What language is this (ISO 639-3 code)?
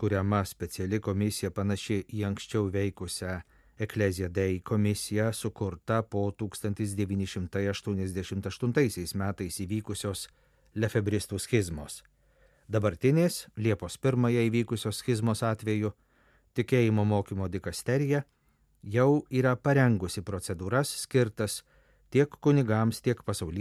lit